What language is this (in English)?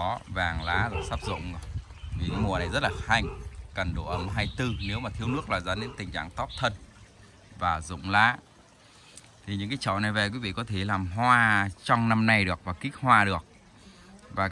Vietnamese